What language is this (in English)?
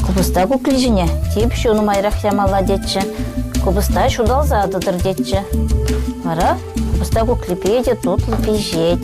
Chuvash